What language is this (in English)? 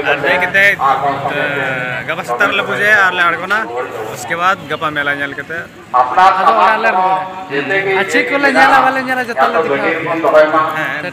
Santali